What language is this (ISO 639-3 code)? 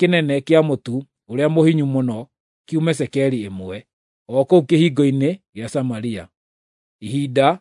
kik